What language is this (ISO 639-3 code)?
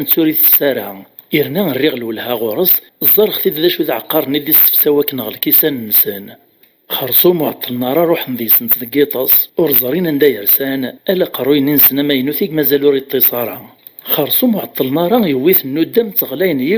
kab